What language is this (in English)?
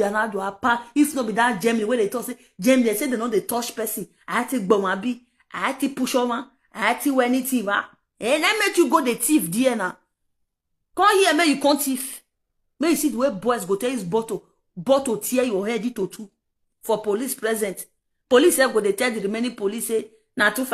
Nigerian Pidgin